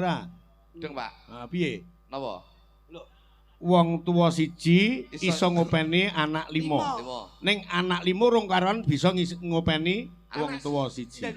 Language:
Javanese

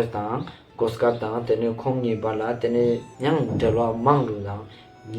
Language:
Ladakhi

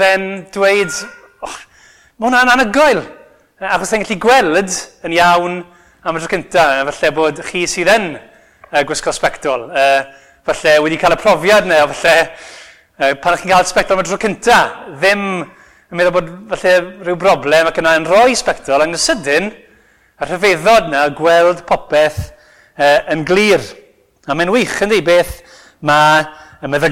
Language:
Welsh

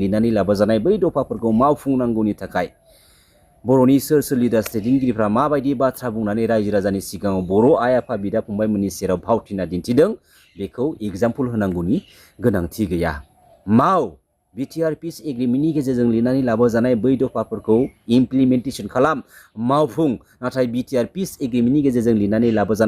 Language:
Bodo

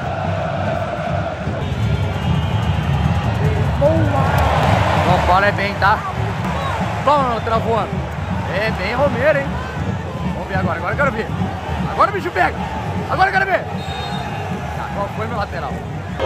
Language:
Portuguese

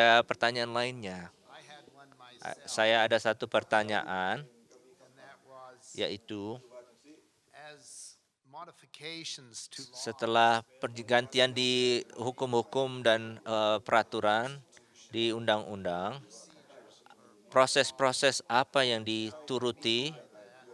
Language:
Indonesian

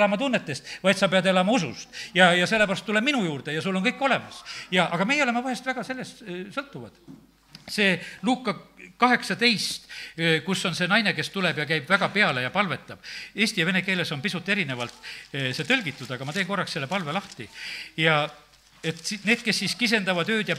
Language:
Estonian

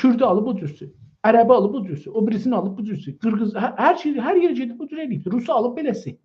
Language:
South Azerbaijani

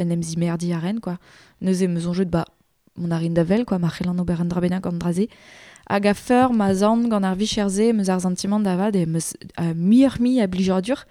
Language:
Breton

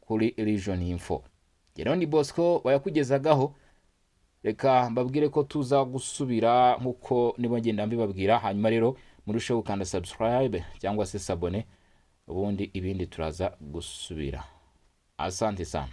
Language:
Kinyarwanda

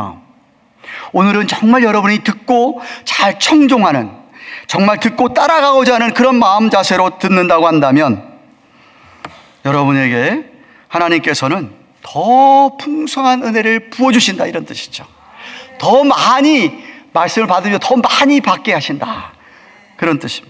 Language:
Korean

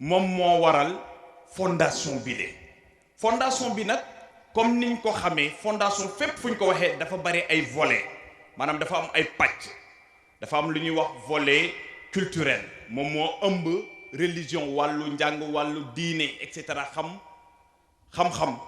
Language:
Wolof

